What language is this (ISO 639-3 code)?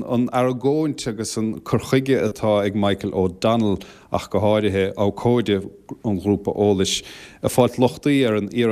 gle